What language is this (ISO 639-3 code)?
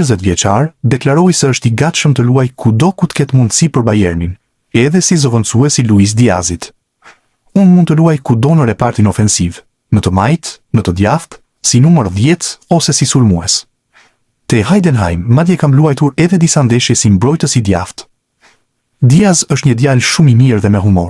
sqi